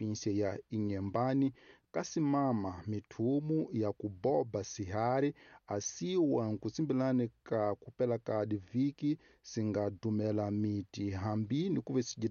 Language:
Tsonga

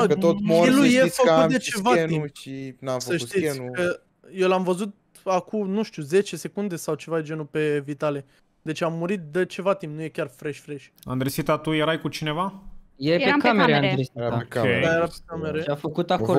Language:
Romanian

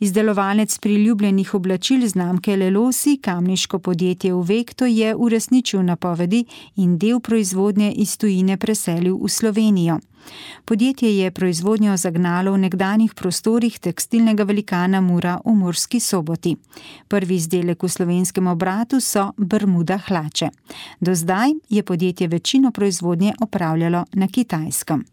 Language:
Slovenian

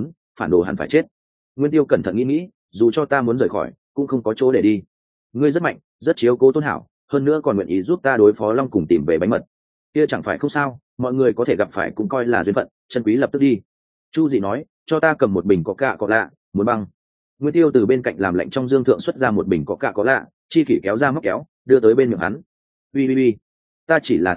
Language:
Vietnamese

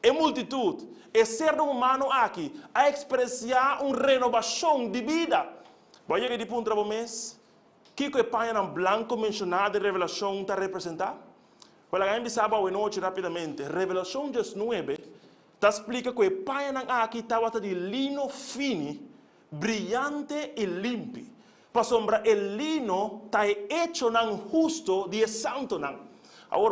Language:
Papiamento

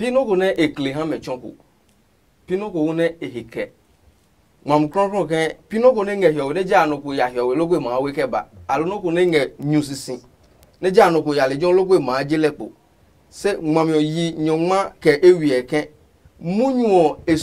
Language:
Adangme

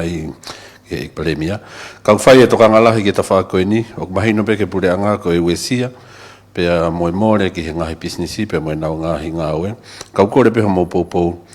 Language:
Tongan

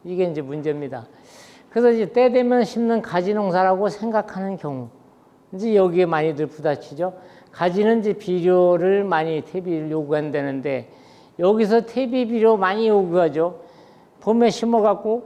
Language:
Korean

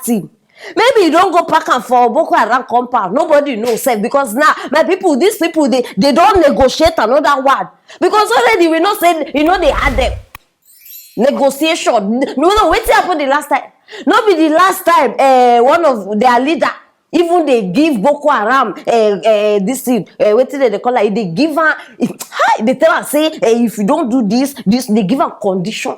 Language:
Nigerian Pidgin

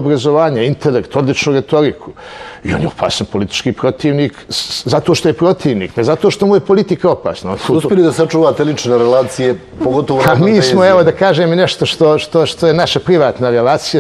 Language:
Bosnian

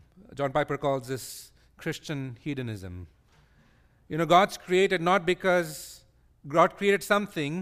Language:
English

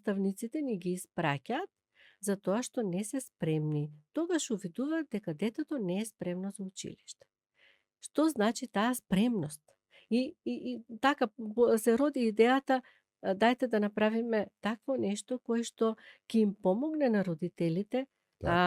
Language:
Macedonian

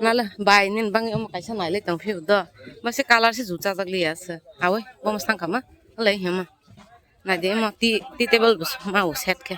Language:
Kok Borok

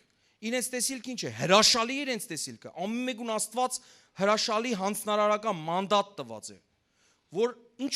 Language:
Western Armenian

